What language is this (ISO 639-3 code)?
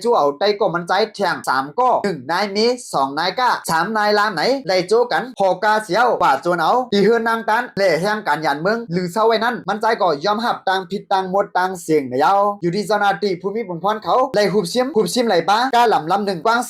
shn